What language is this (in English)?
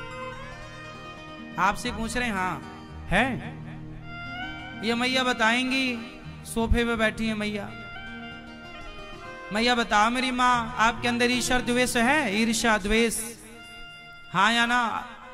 Hindi